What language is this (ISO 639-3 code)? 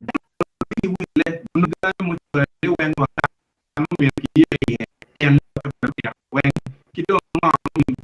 ach